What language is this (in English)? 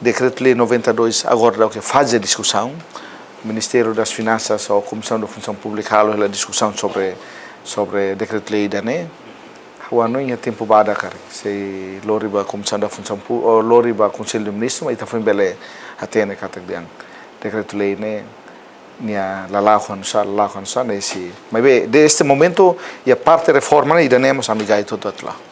Tetum